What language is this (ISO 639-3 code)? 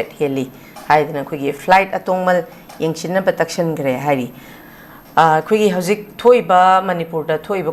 mni